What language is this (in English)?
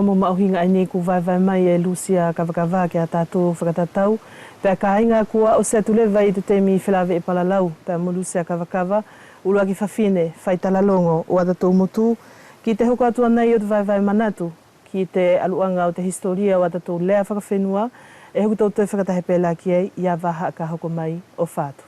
Wallisian